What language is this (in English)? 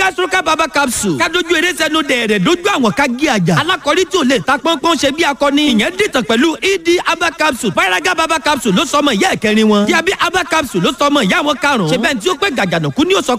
Yoruba